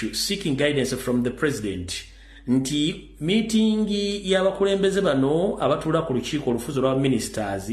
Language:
Ganda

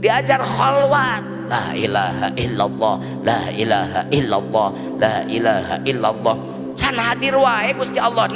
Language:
Sundanese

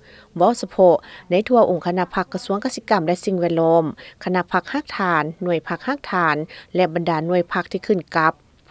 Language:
Lao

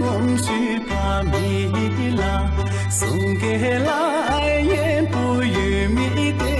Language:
Tibetan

